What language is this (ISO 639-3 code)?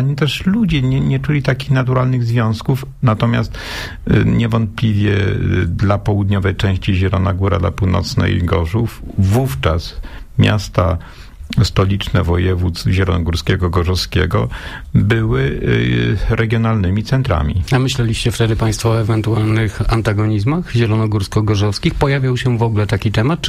pol